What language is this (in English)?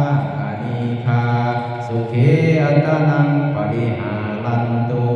Pali